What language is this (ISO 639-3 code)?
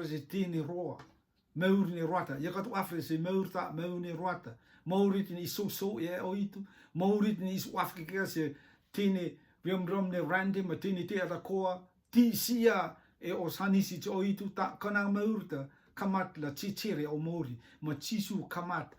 rtm